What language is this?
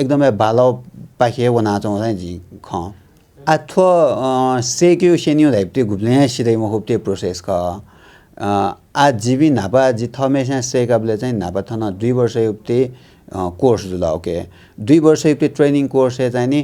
Newari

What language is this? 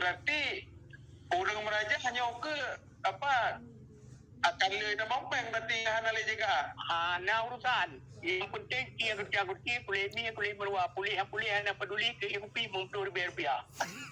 Achinese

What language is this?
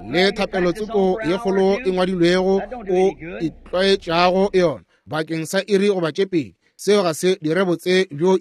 Northern Sotho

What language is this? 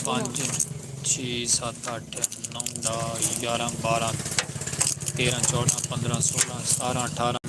Saraiki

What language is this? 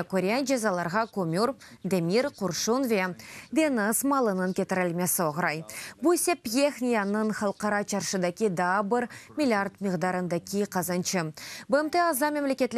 Crimean Tatar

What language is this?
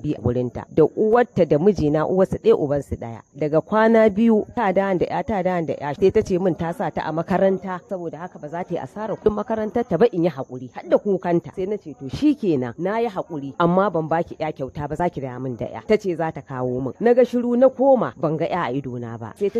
Hausa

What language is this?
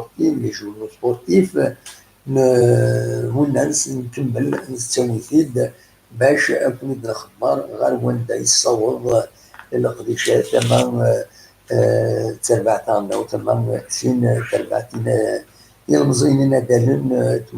Kabyle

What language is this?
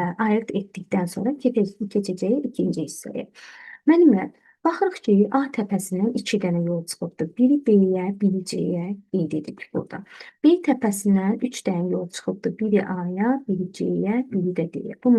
Azerbaijani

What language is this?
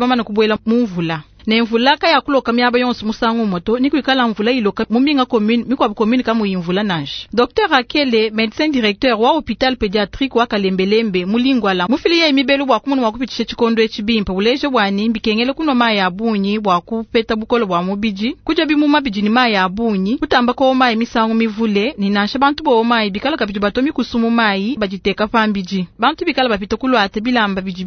Luba-Lulua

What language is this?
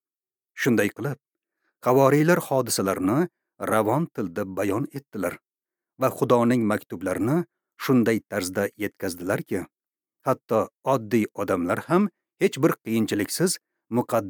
Uzbek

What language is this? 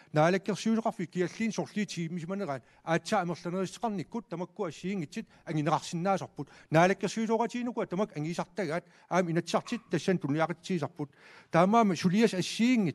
Kalaallisut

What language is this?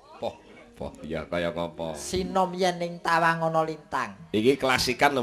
Javanese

